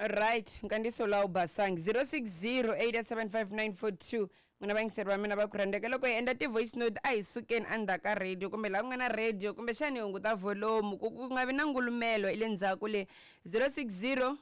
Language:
Tsonga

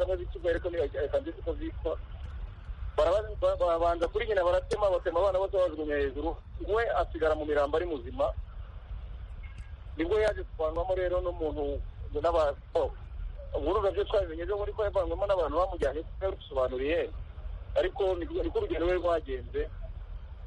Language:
Kinyarwanda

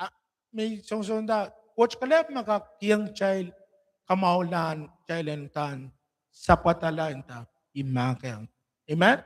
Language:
Pohnpeian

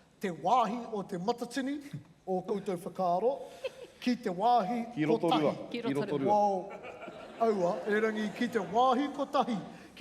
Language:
Māori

